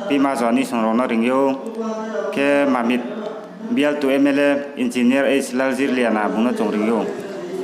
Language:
Riang (India)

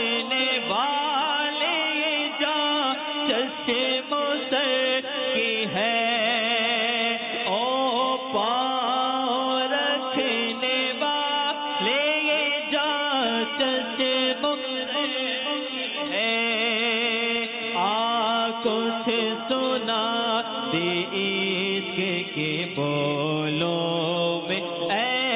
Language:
Urdu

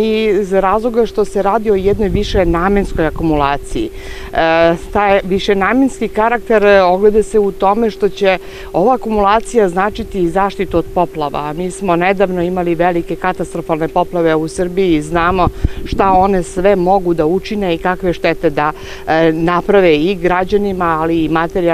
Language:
Serbian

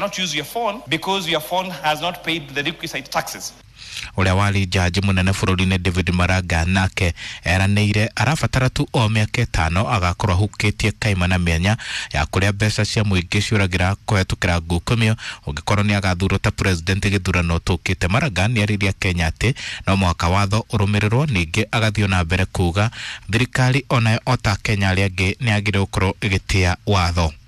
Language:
Kikuyu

